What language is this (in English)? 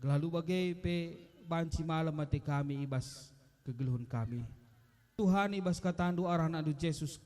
Batak Karo